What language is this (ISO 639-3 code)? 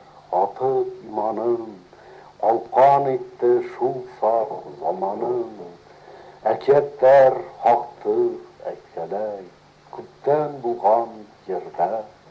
bak